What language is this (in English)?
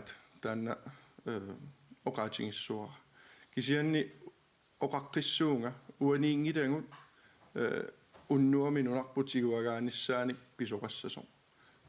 Kalaallisut